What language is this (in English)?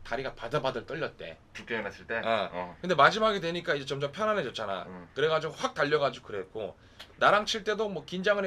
Korean